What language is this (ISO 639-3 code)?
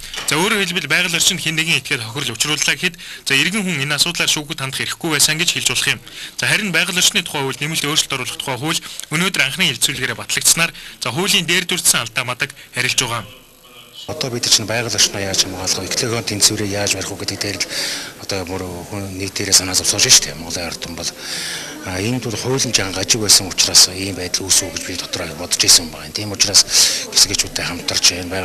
mon